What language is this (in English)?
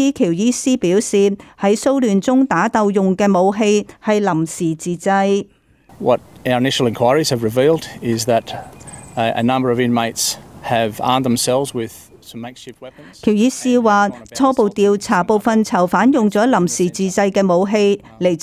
Cantonese